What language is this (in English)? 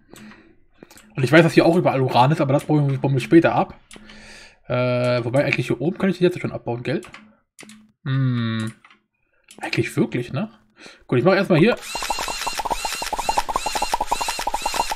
German